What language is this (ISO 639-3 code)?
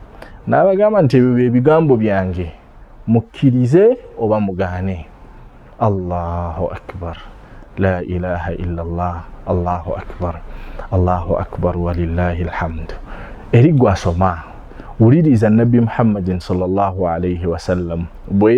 lug